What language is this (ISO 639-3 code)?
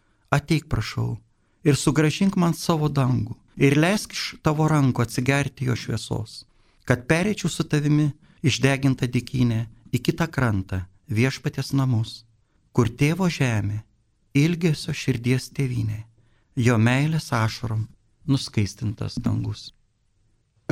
lit